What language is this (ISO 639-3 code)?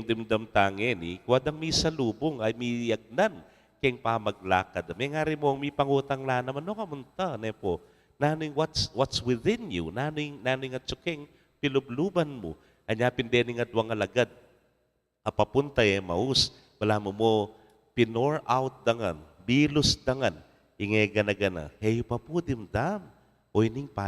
pam